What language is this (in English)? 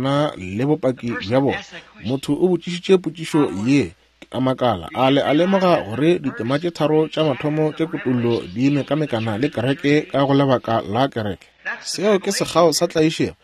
Northern Sotho